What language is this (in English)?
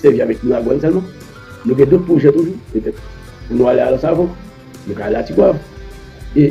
Haitian Creole